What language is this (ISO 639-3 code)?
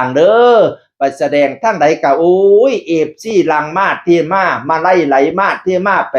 tts